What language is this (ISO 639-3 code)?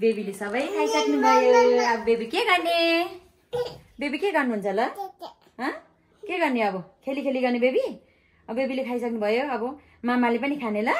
nep